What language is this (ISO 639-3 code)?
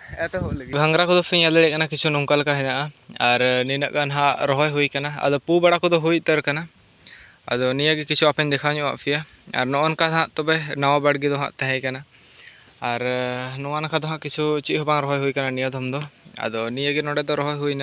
sat